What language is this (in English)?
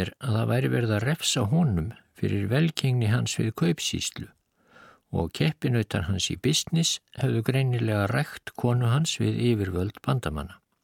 Icelandic